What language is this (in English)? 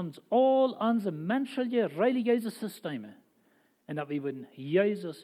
Plautdietsch